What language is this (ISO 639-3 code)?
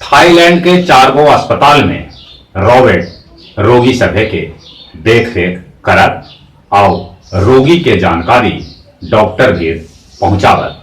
mag